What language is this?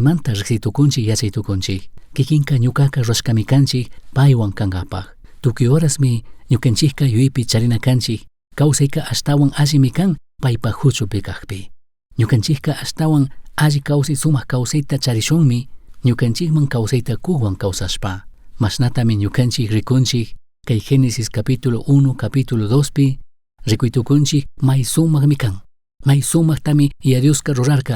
Chimborazo Highland Quichua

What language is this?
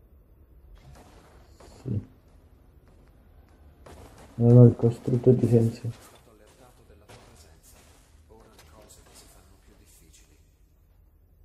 Italian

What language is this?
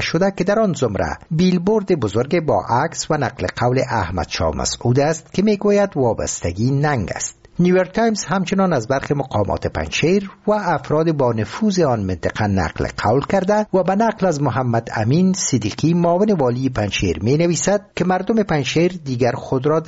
Persian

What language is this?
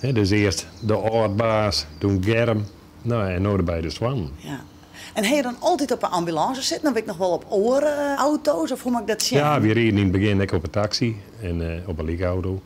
Western Frisian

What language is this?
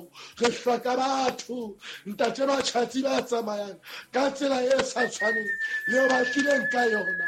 Southern Sotho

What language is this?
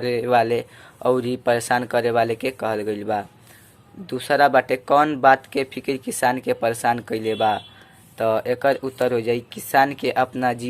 Bhojpuri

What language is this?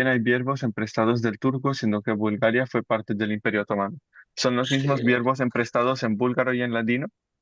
Ladino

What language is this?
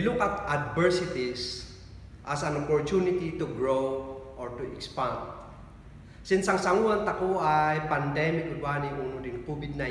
Kankanaey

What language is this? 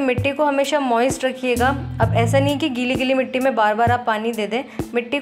Hindi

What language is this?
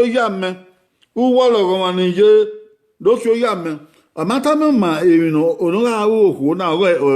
Bini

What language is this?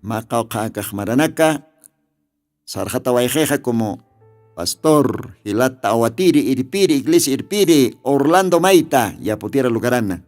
Aymara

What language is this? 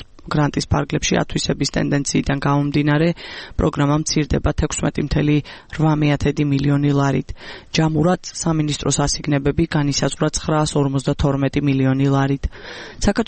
Georgian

